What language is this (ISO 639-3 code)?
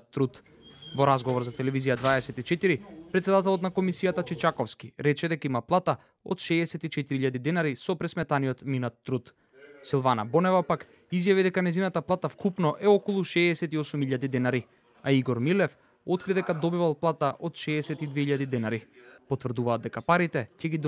mkd